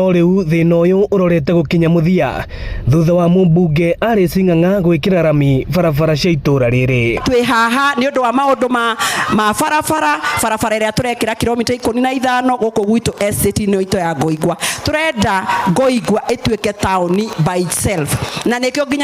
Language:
Kikuyu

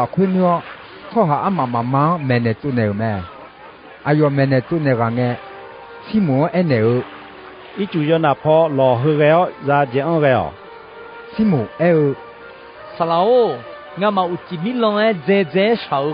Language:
Akha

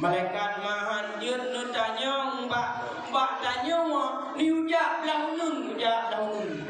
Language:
Achinese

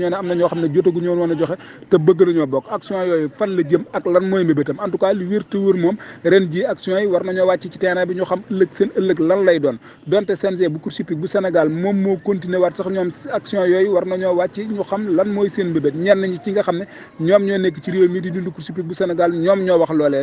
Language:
Wolof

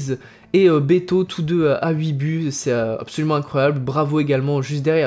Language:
French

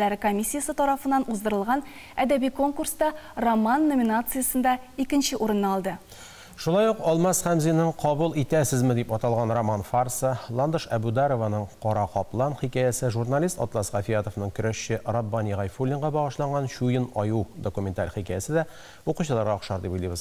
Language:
Tatar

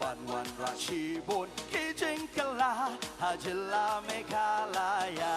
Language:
Khasi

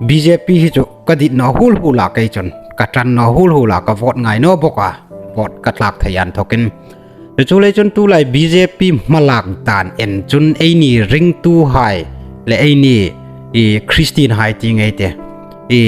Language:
Hmar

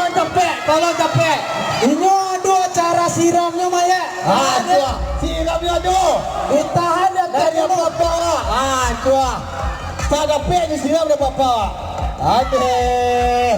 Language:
Minangkabau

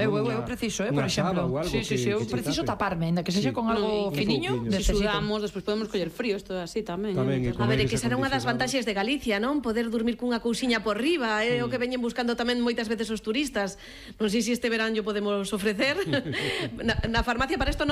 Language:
Galician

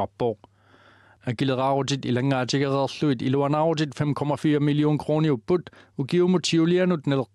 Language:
Kalaallisut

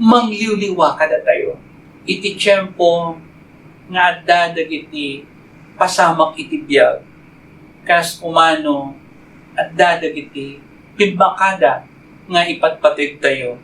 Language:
Iloko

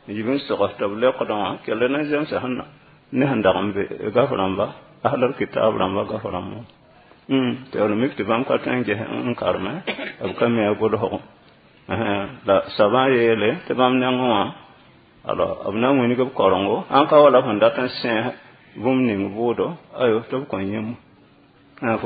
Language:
Mossi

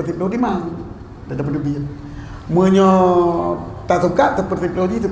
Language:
Achinese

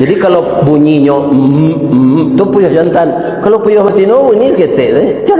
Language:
Minangkabau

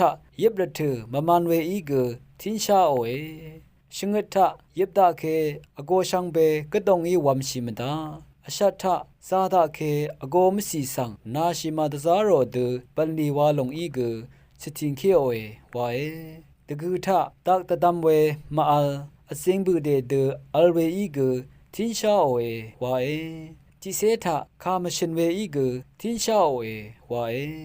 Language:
Rawang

